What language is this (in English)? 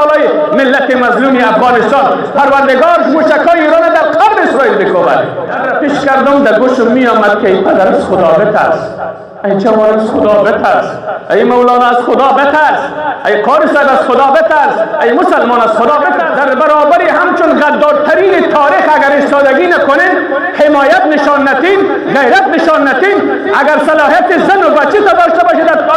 Persian